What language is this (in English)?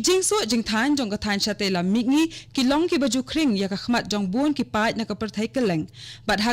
Khasi